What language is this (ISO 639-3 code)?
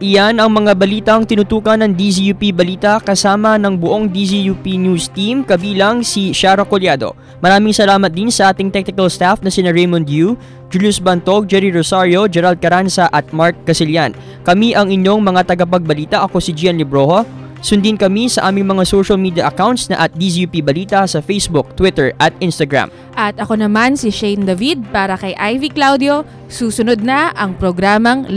fil